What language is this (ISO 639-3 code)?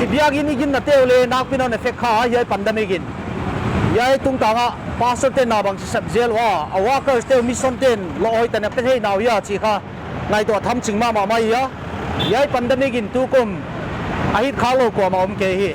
pck